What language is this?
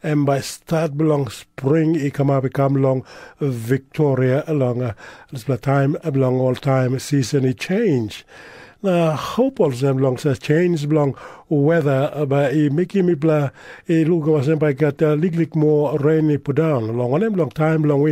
Tok Pisin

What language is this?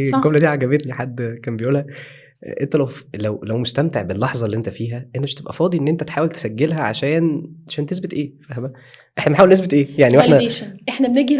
Egyptian Arabic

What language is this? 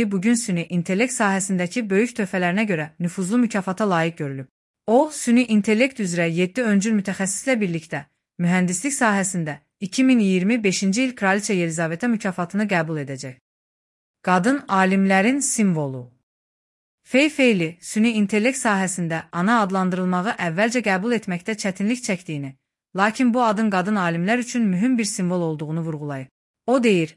Azerbaijani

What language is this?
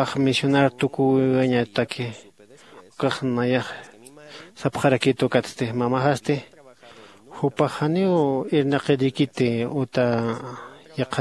Aymara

